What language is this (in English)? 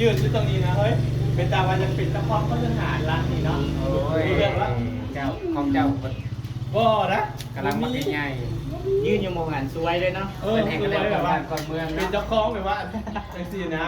Northeastern Thai